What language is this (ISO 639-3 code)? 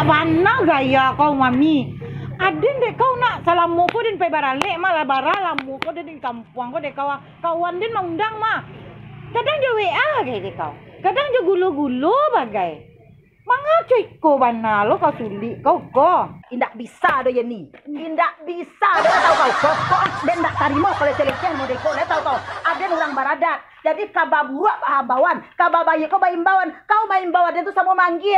min